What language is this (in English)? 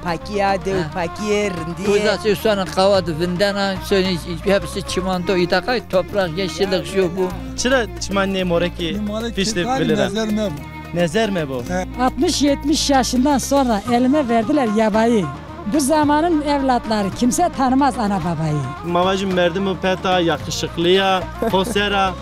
Zaza